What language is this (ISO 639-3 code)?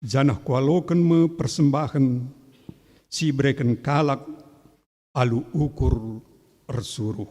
btx